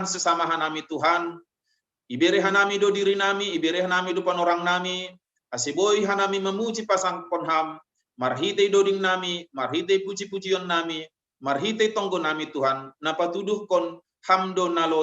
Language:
Batak Simalungun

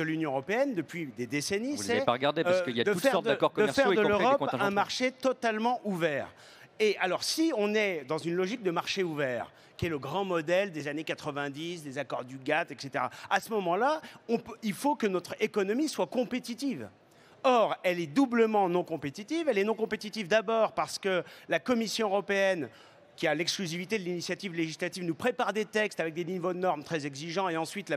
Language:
French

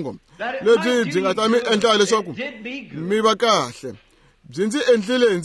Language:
Tsonga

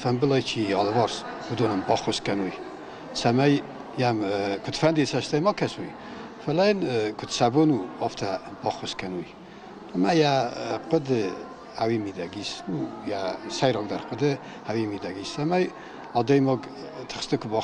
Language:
Ossetic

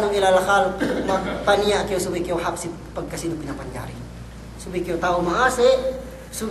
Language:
Yakan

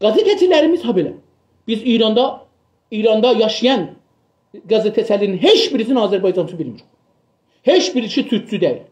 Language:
South Azerbaijani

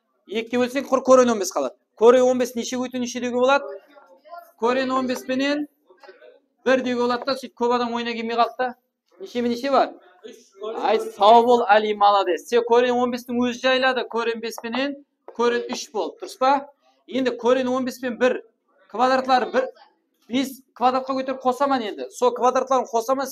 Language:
Kara-Kalpak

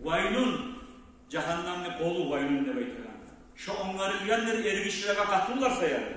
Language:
Kumyk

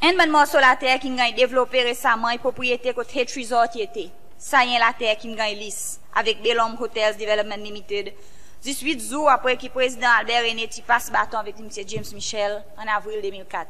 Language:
Seselwa Creole French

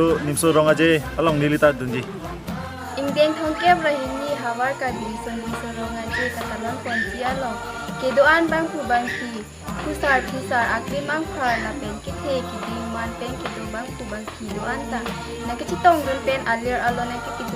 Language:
Karbi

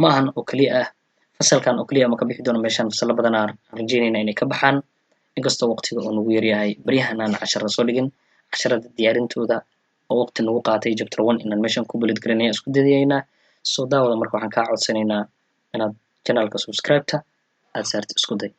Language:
Somali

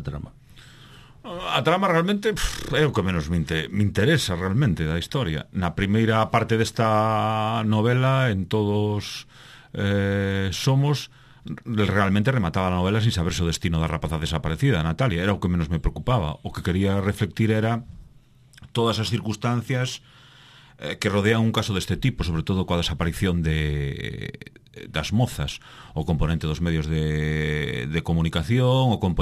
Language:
Galician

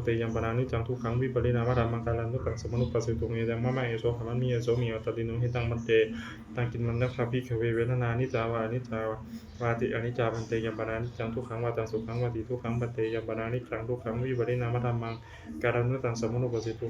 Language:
Pali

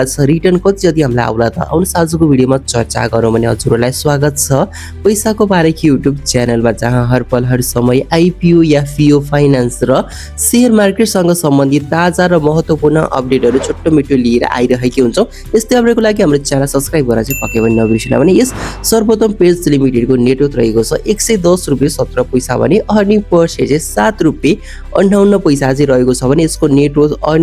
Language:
Nepali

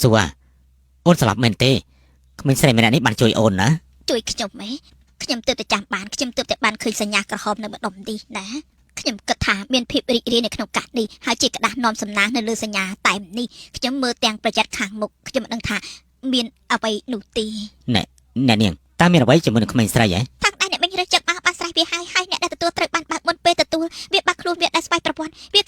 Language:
Khmer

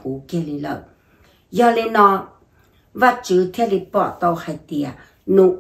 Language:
Hmong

